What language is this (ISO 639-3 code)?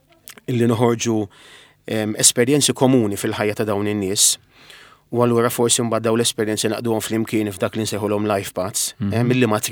mlt